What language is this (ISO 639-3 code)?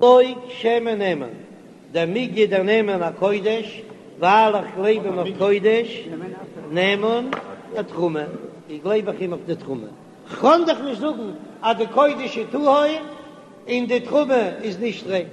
yid